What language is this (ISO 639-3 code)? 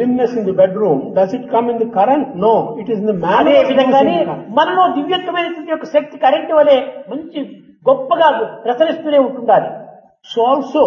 tel